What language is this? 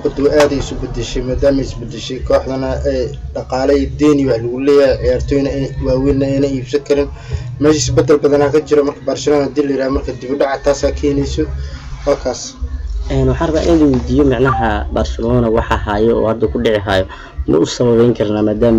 Somali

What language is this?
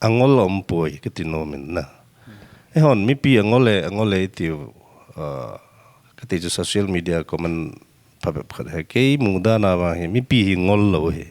Paite Chin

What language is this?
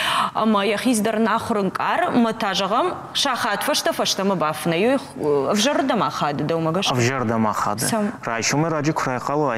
Ossetic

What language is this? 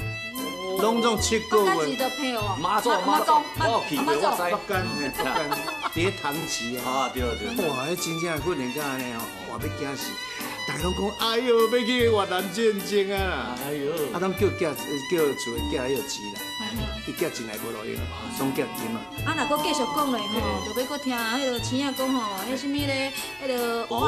Min Nan Chinese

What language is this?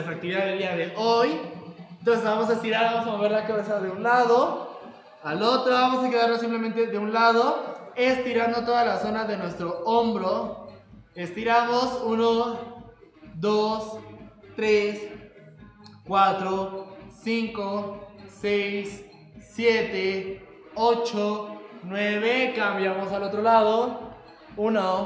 Spanish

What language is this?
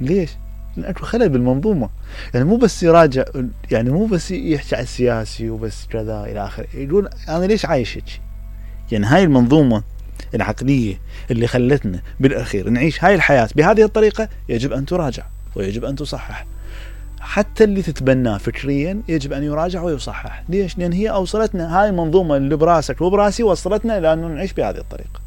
Mesopotamian Arabic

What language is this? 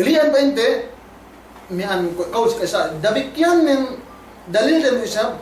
Yakan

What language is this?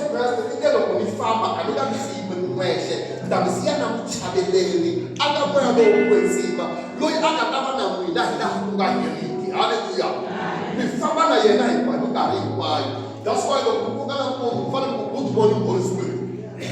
Tsonga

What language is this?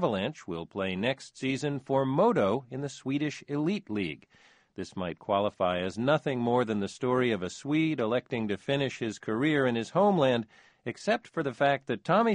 English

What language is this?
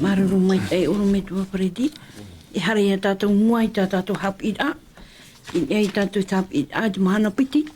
Tahitian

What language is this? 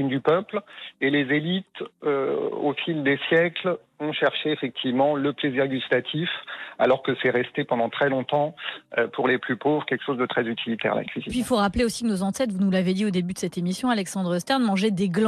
French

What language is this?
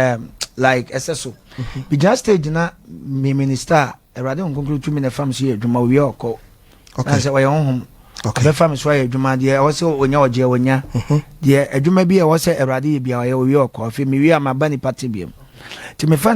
Akan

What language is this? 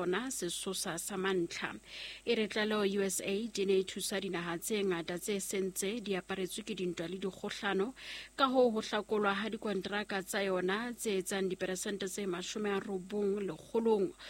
Southern Sotho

